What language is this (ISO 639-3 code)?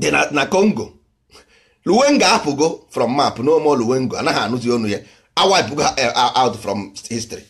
ibo